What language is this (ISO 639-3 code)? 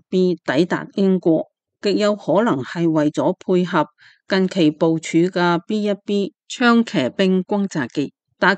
yue